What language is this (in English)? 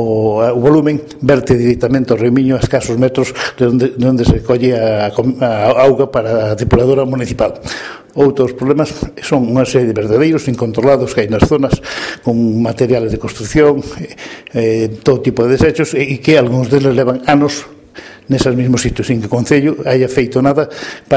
Galician